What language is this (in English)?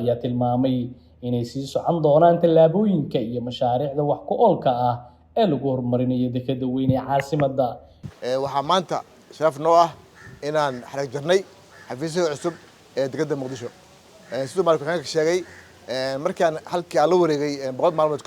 Somali